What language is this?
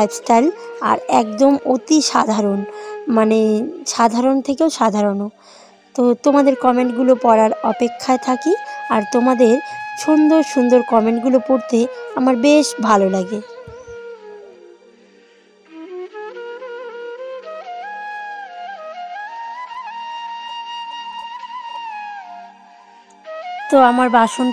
Bangla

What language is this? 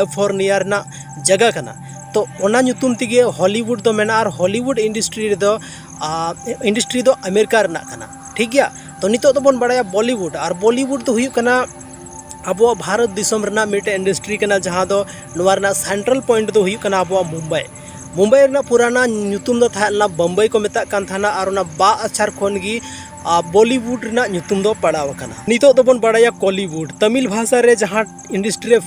Santali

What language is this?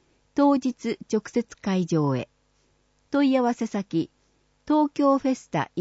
Japanese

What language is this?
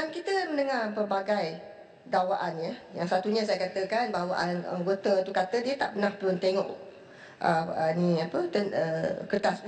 Malay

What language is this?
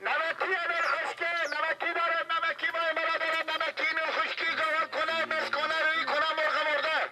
Persian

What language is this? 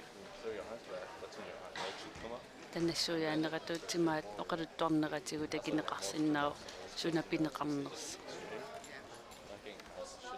Kalaallisut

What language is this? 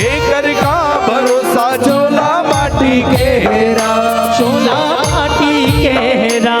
Chhattisgarhi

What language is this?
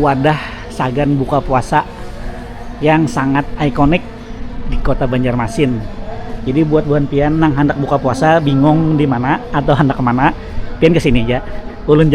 Banjar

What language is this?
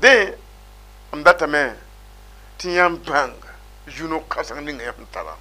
Mossi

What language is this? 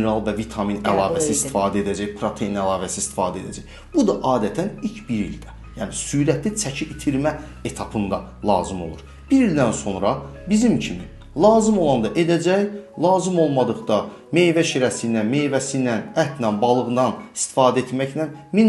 Azerbaijani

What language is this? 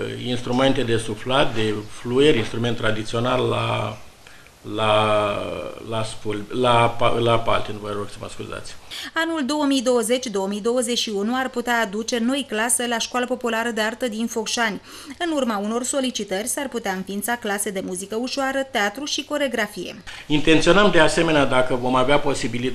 Romanian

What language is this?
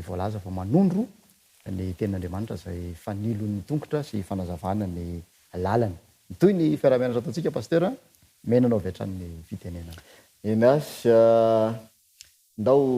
Malagasy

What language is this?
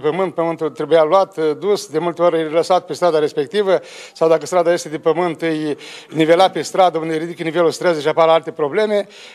Romanian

